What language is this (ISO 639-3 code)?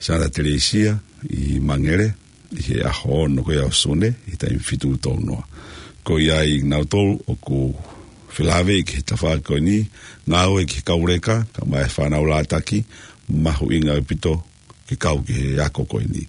ton